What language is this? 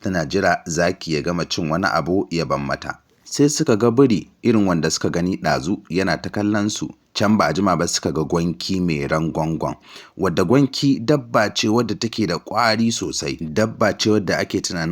Hausa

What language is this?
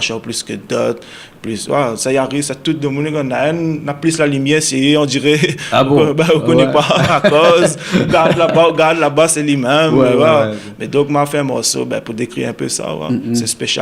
Réunion Creole French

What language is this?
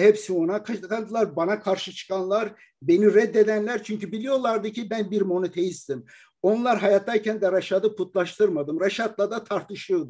Turkish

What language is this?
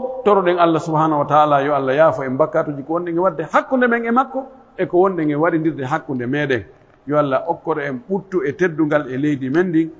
Pular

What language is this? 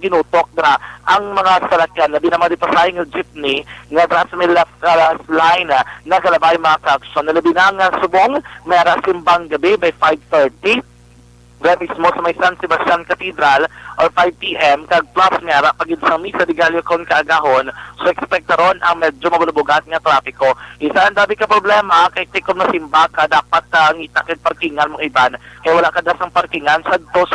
Hiligaynon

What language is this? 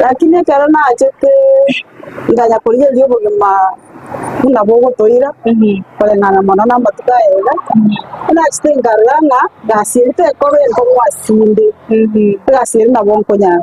Gusii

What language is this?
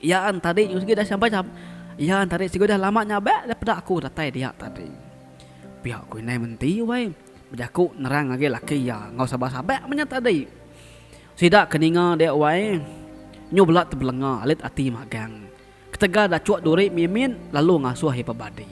Iban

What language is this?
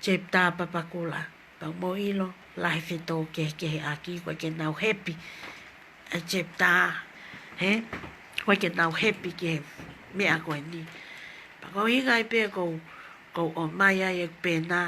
Tongan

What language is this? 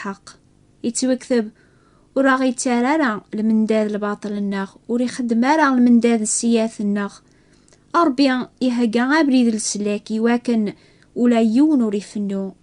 Kabyle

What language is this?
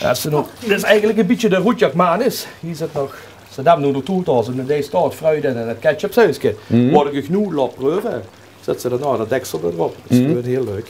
Limburgish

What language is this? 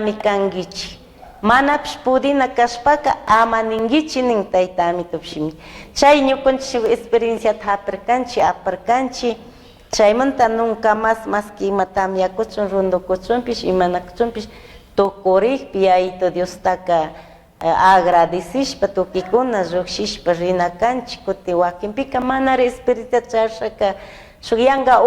Chimborazo Highland Quichua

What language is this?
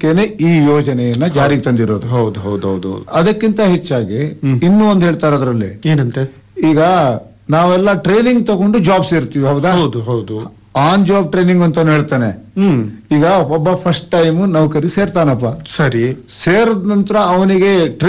Kannada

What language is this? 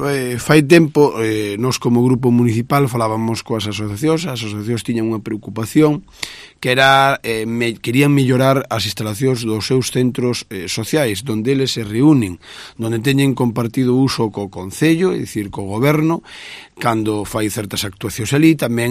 Galician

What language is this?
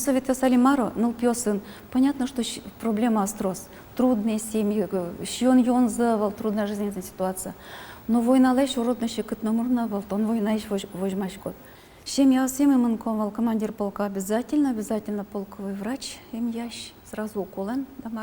Udmurt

